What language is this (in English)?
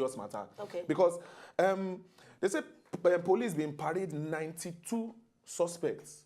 Nigerian Pidgin